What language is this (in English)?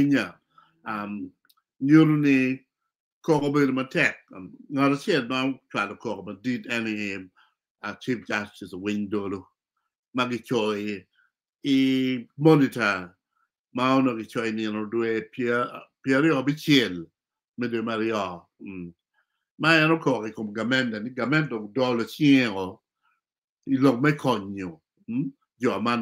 Acoli